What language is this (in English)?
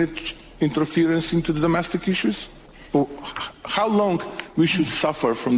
Macedonian